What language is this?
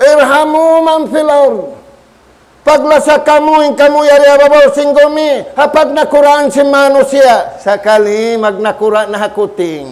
Tausug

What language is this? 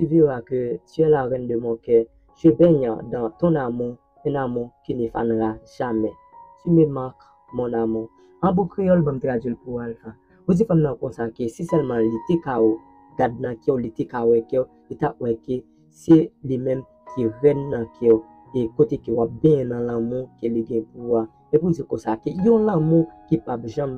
Haitian Creole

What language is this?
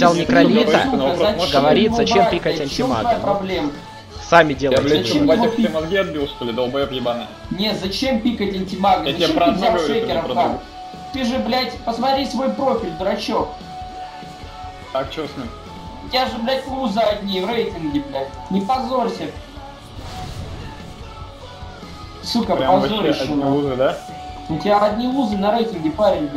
Russian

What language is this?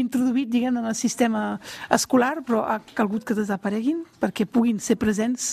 Catalan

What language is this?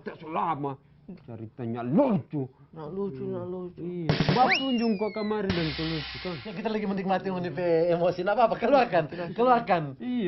Manado Malay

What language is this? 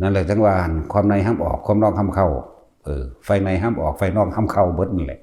Northeastern Thai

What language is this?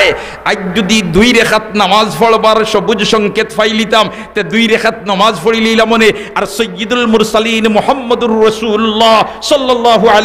Sylheti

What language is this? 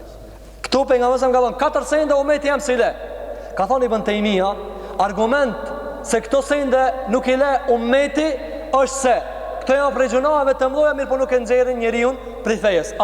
Albanian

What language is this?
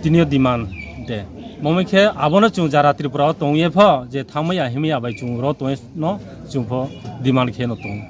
Riang (India)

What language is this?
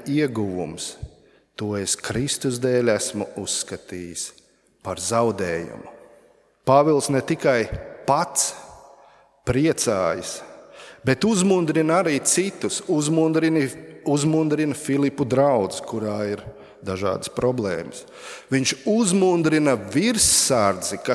Latvian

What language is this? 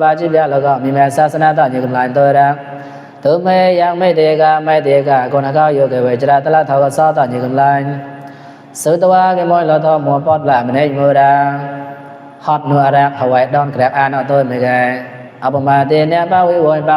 Mon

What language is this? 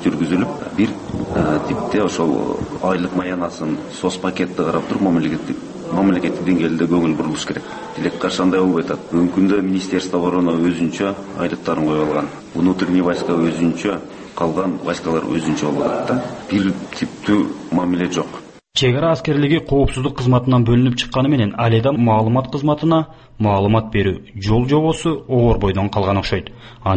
Kyrgyz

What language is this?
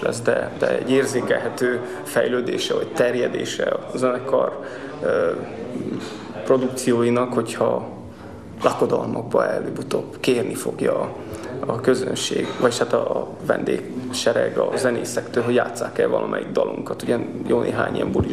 Hungarian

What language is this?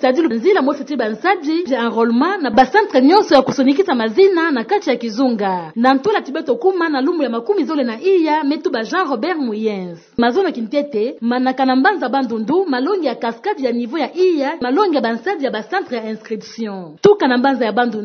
Kituba (Democratic Republic of Congo)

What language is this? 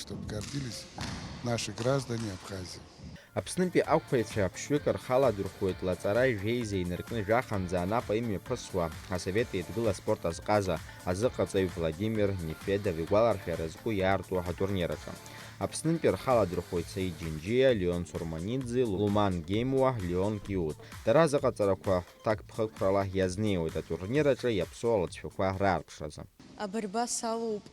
Abkhazian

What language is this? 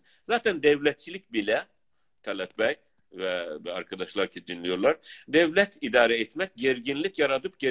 South Azerbaijani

